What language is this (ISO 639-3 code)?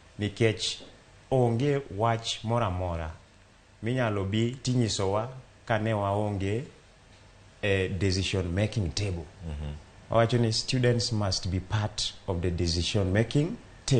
luo